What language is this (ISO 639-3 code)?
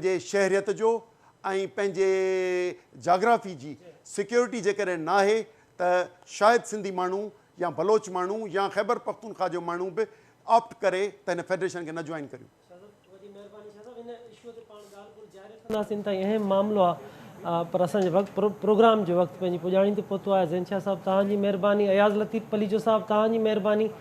snd